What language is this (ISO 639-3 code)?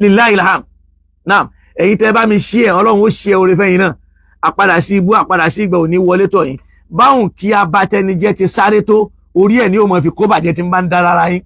yor